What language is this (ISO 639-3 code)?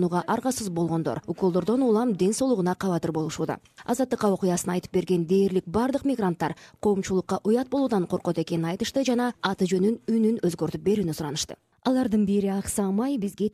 kir